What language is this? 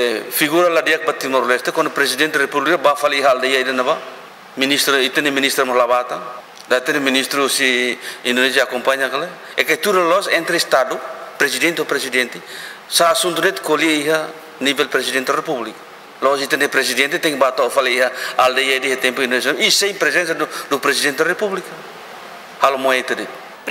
Tetum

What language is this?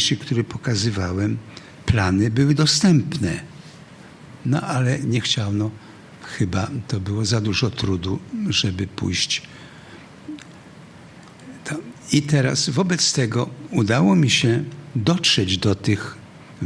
Polish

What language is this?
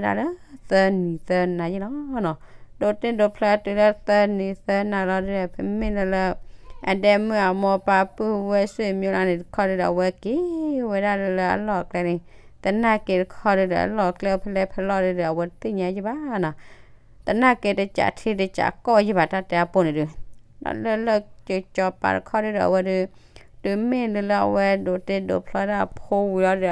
S'gaw Karen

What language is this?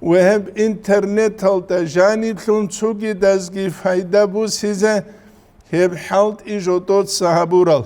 Avaric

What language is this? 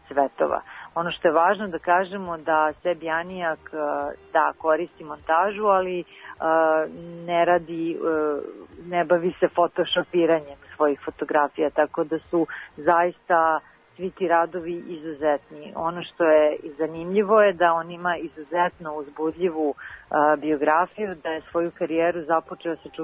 Serbian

